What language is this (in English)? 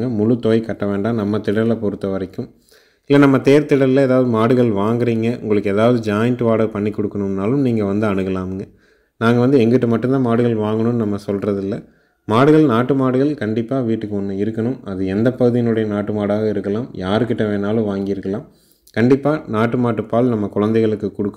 Tamil